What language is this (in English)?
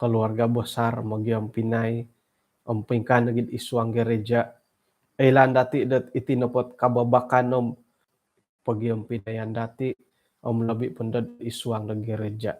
Central Dusun